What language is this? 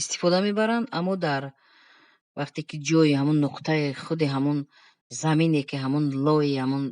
Tajik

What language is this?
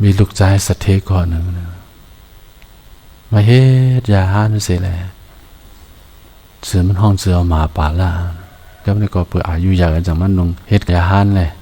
Shan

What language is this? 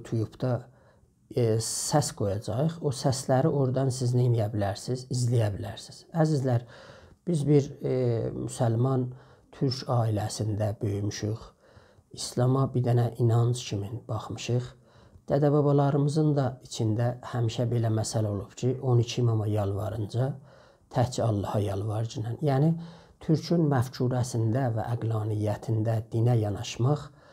South Azerbaijani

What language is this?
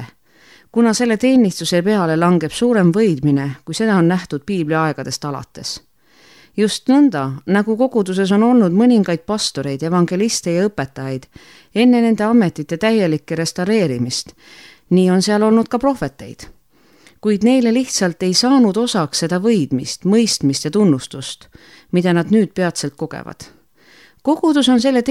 Estonian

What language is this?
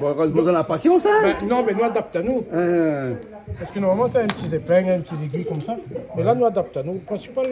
Réunion Creole French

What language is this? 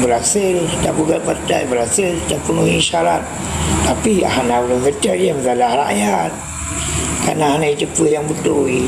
Achinese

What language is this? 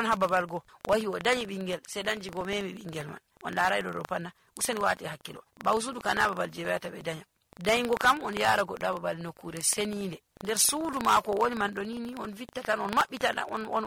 Nigerian Fulfulde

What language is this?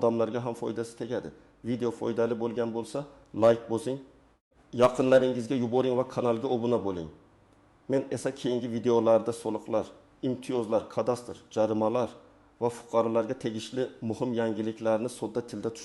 Uzbek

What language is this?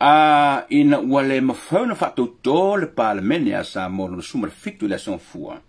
Samoan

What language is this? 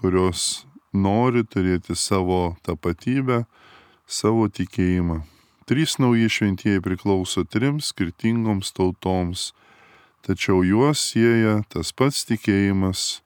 Lithuanian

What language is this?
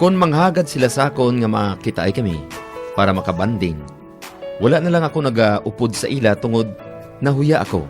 Hiligaynon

